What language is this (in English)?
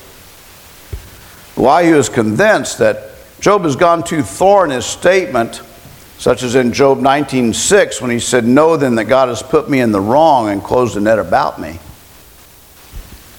English